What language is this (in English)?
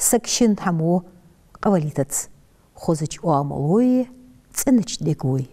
Ingush